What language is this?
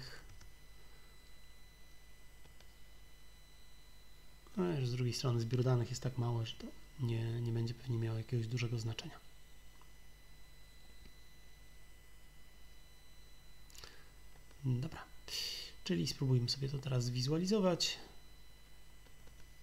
Polish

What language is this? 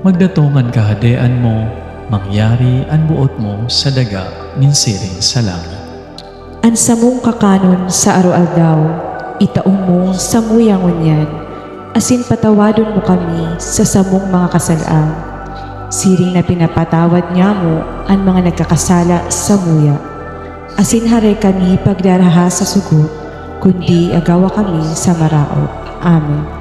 Bikol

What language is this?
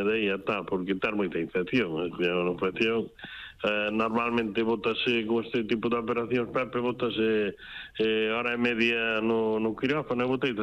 Galician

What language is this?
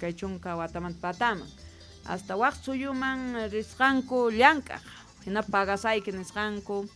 Quechua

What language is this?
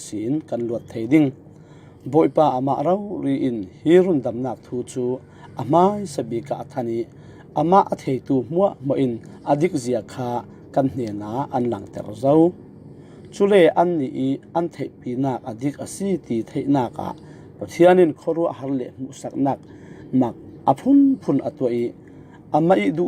Falam Chin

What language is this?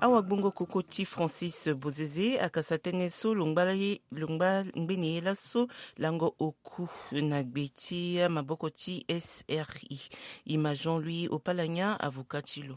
Sango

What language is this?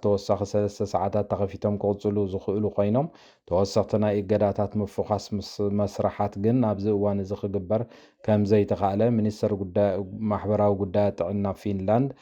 Tigrinya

